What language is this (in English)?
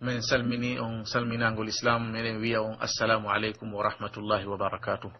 Pular